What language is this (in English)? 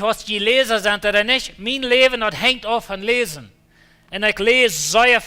Plautdietsch